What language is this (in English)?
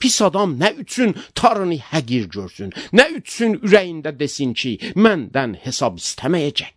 Azerbaijani